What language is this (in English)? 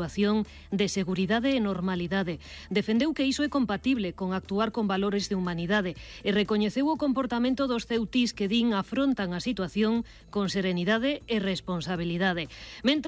Galician